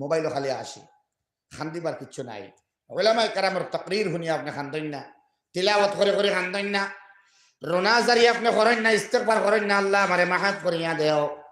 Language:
Sylheti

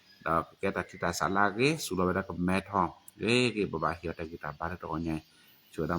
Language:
S'gaw Karen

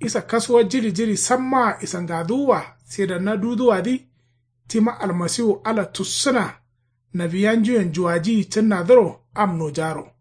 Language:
Kanuri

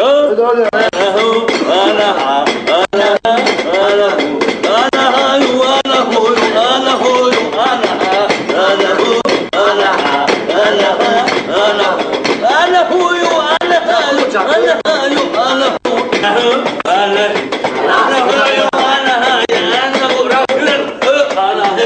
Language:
Tajik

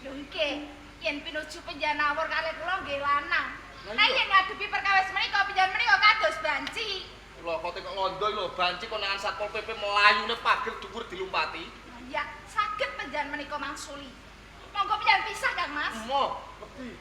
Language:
Javanese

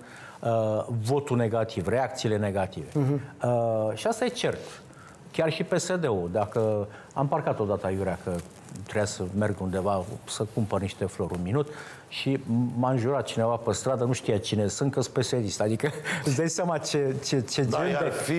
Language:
Romanian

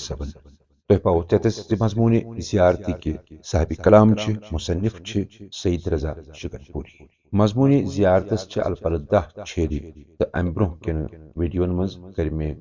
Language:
Kashmiri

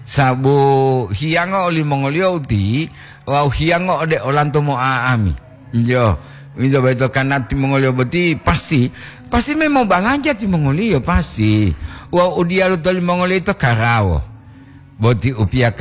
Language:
Gorontalo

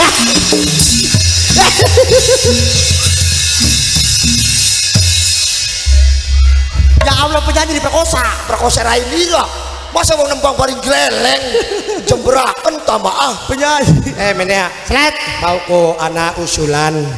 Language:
Javanese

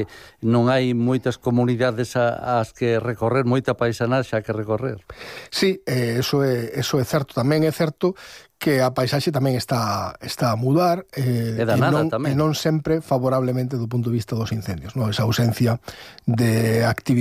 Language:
Galician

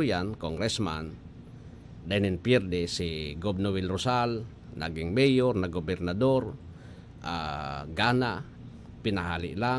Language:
Bikol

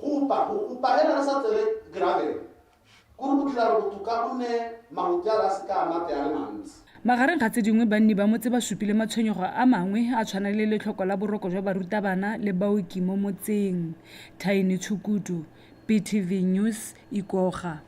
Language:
Tswana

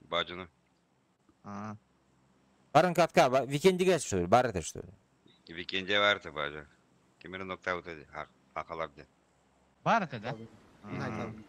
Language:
Yakut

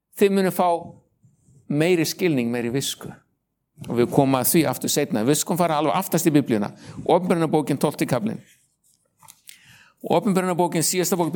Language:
Icelandic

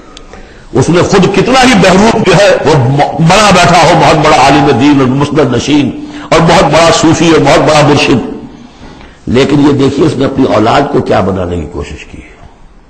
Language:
Urdu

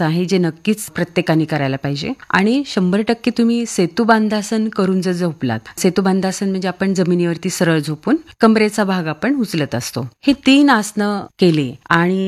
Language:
Marathi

